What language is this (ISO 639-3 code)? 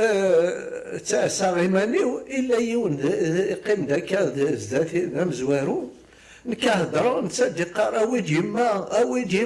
kab